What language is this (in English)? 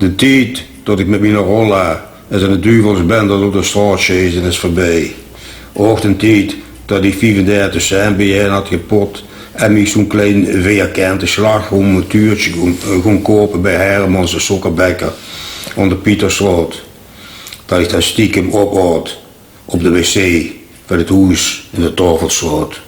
Limburgish